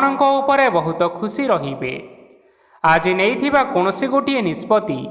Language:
Odia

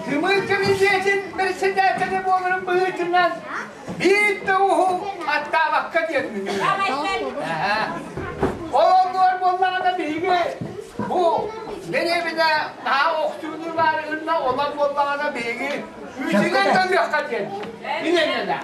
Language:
Yakut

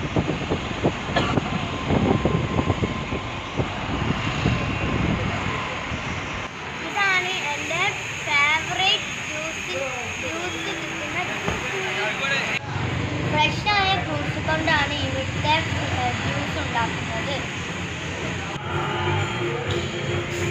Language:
Malayalam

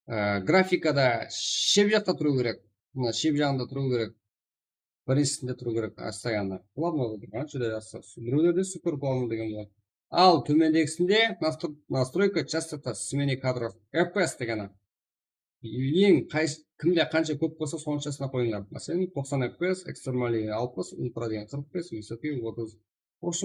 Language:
Kara-Kalpak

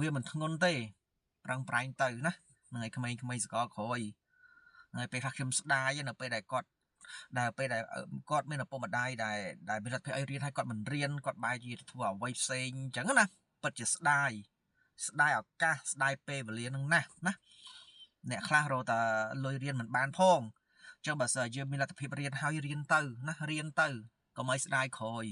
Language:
Khmer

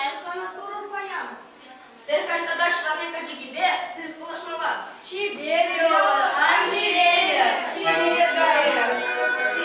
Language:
Chuvash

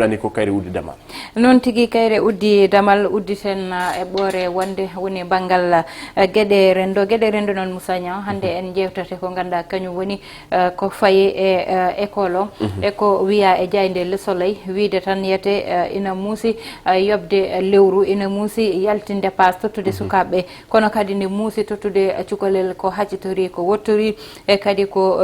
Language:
Fula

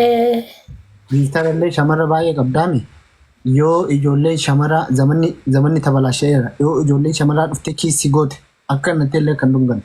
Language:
Oromo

